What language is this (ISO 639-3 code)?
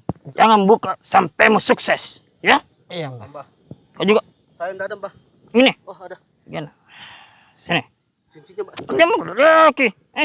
mfp